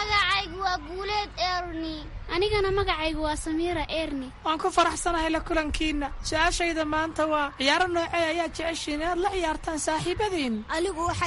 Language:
Somali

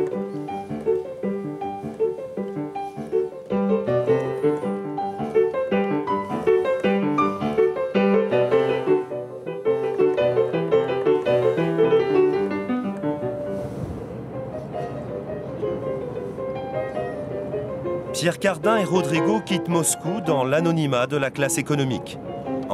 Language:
French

